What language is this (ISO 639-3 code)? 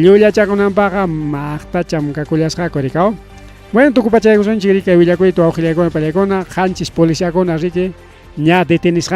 quy